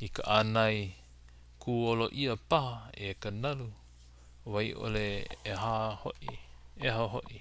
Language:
Hawaiian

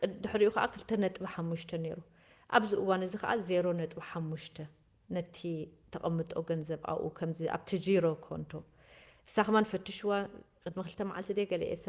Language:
Tigrinya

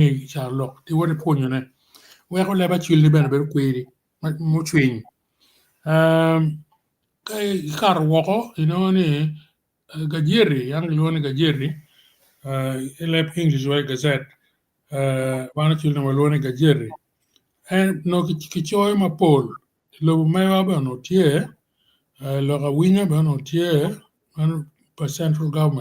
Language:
Acoli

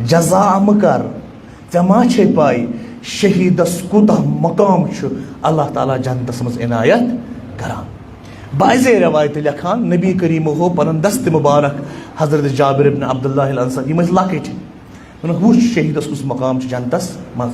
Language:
Kashmiri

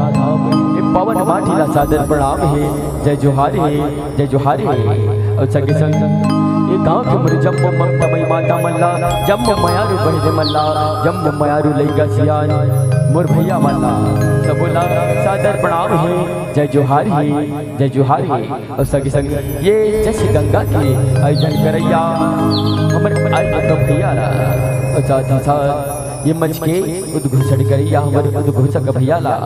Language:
Chhattisgarhi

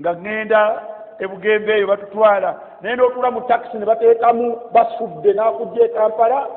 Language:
Ganda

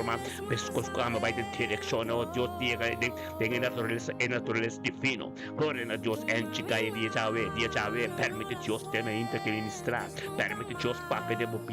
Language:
Papiamento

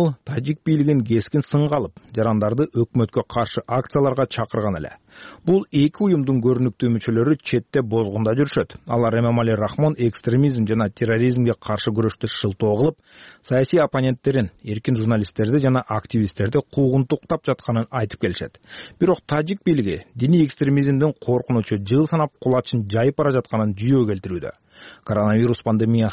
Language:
Kyrgyz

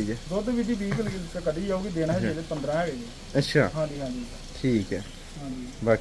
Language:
Punjabi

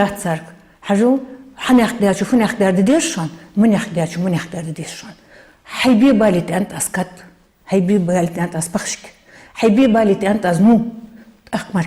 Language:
Ingush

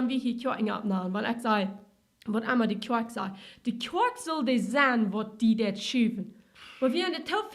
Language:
Plautdietsch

